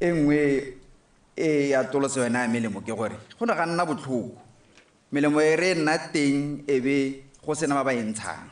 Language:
Tswana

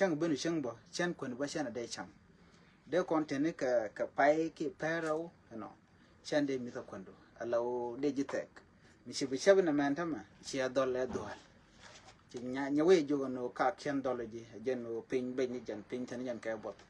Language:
Nuer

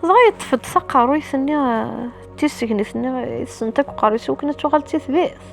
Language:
Kabyle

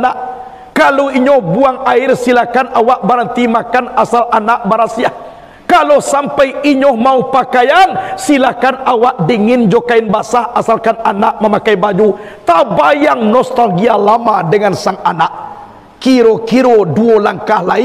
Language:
Minangkabau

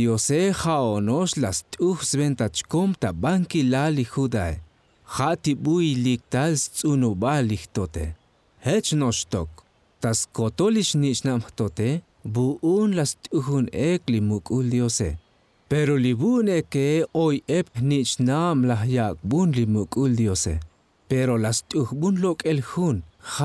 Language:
Tzotzil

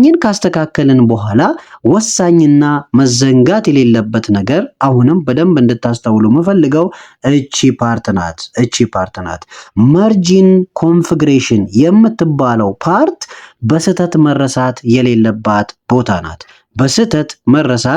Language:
Amharic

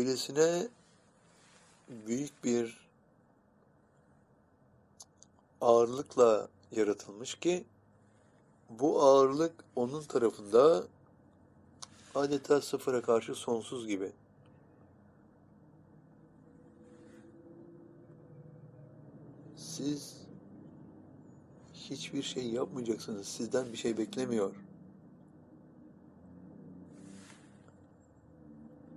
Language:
Turkish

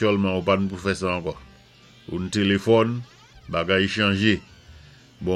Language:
Saint Lucian Creole French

